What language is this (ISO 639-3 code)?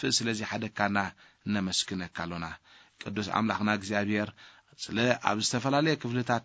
tir